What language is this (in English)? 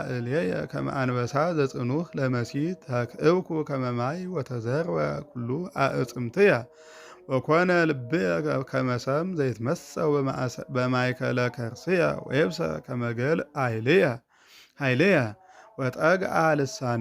Geez